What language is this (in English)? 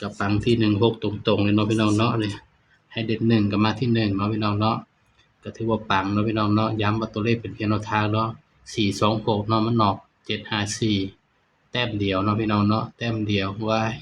Northeastern Thai